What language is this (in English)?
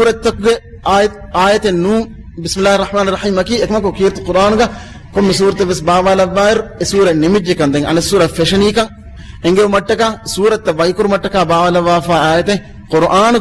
Divehi